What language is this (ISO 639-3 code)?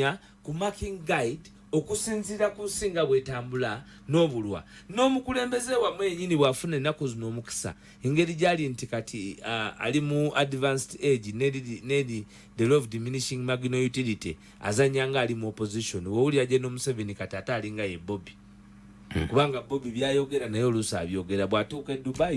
lug